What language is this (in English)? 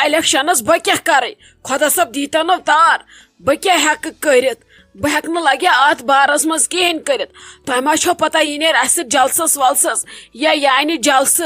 Kashmiri